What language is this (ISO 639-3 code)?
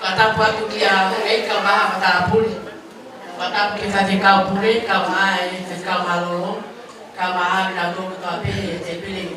ton